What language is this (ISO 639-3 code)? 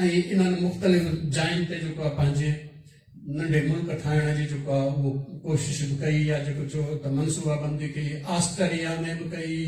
snd